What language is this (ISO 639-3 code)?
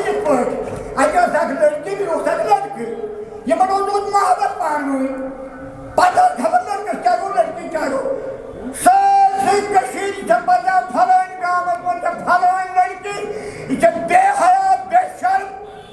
kas